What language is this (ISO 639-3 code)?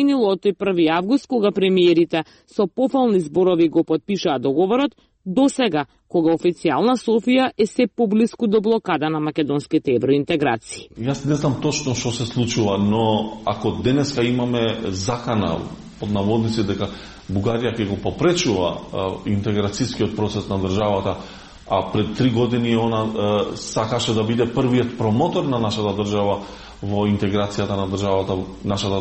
mkd